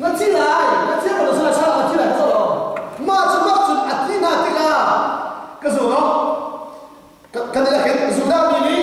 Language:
Hakha Chin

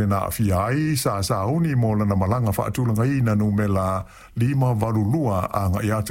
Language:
Samoan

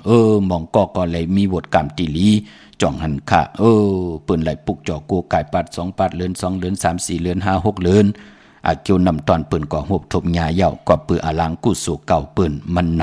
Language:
Shan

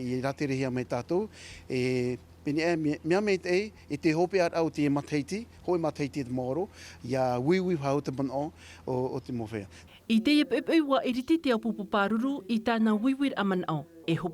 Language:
Tahitian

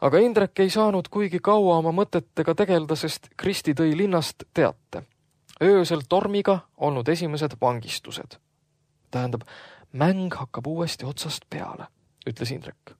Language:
Estonian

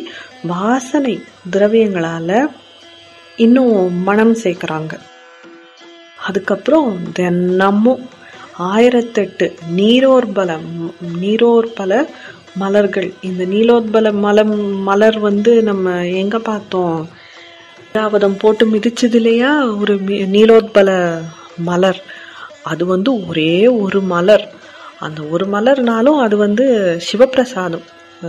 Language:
Tamil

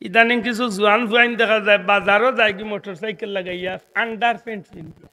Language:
Sylheti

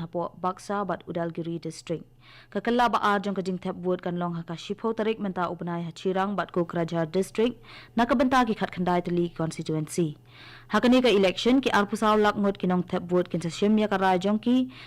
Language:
Khasi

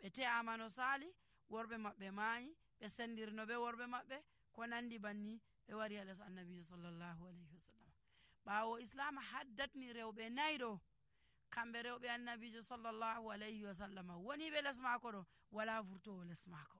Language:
Nigerian Fulfulde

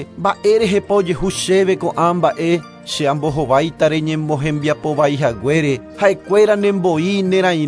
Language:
Guarani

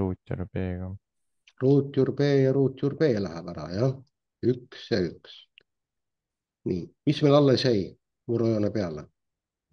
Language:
Estonian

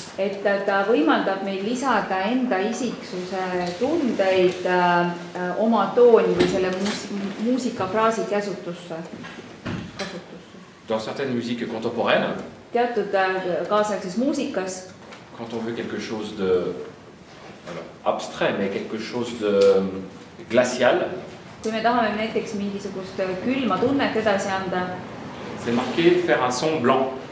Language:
Estonian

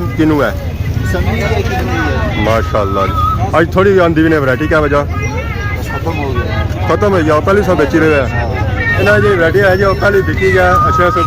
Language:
Pahari-Potwari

